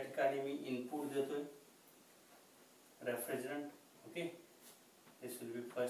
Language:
Marathi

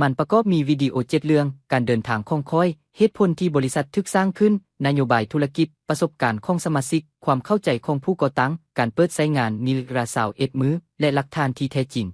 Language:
Lao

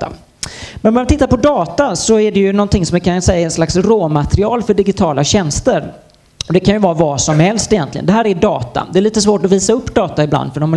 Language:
Swedish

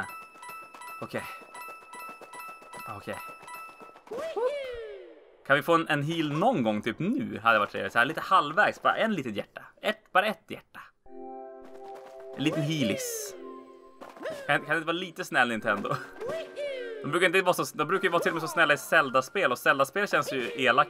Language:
Swedish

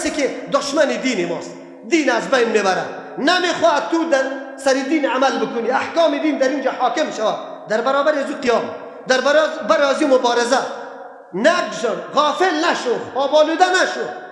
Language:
Persian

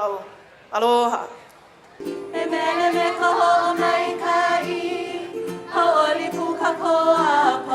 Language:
Hawaiian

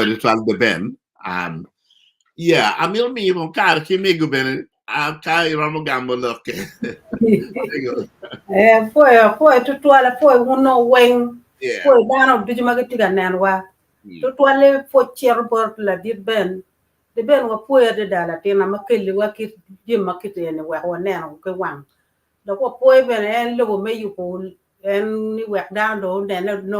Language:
Acoli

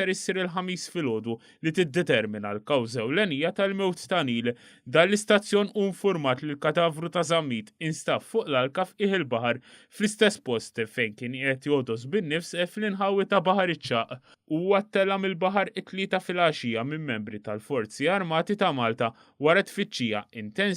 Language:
Maltese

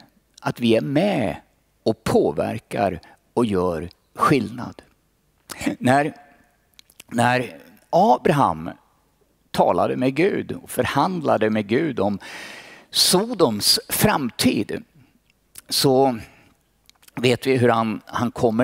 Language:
Swedish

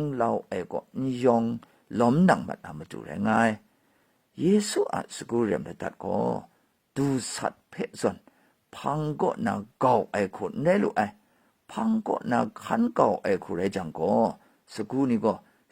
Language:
Kachin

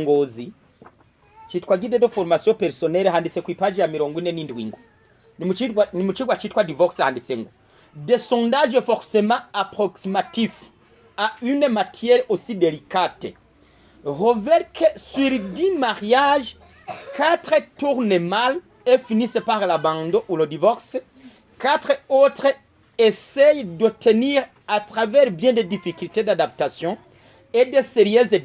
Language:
Rundi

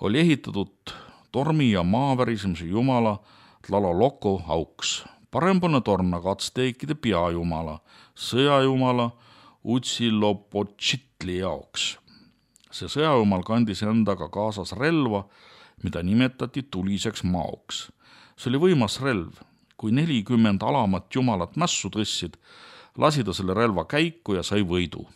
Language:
Estonian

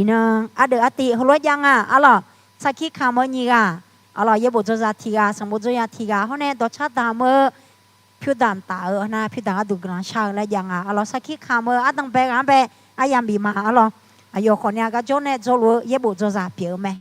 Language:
Akha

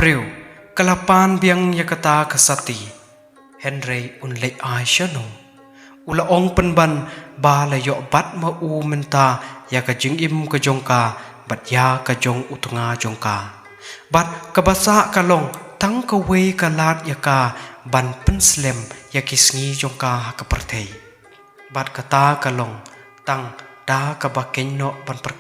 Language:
Khasi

